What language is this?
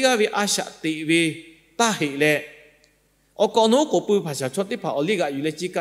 Lahu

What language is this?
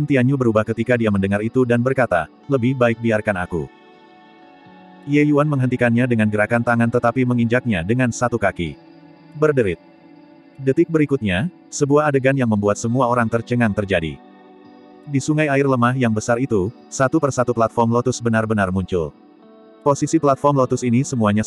Indonesian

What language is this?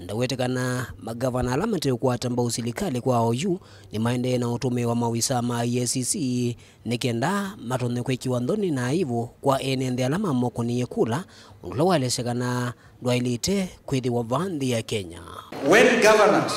Kamba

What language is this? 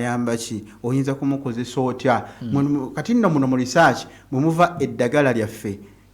Ganda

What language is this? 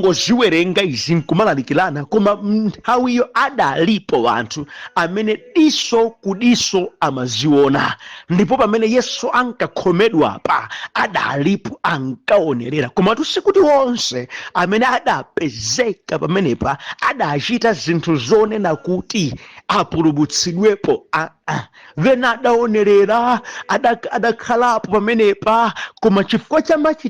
Nyanja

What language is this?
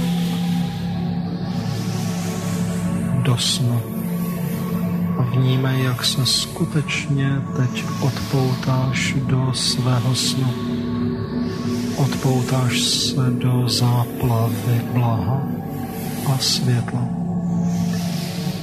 Czech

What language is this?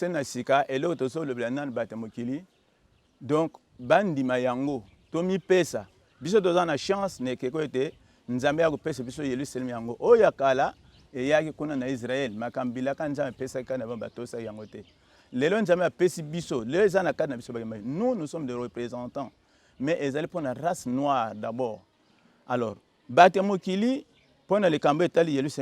Lingala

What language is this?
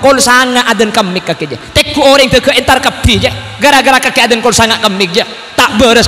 Madurese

